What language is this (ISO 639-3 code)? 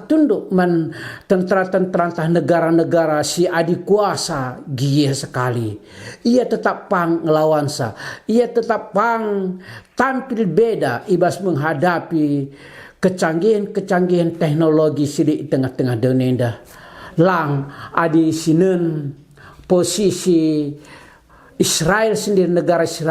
btx